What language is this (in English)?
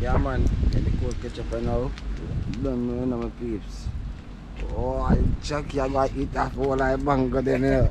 Jamaican Creole English